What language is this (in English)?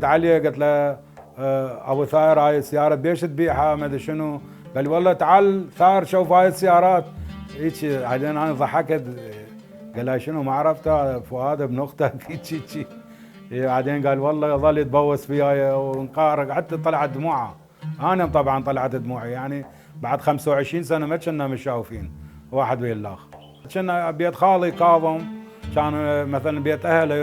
Mesopotamian Arabic